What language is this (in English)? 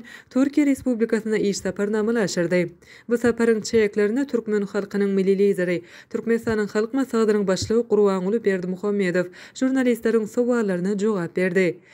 Turkmen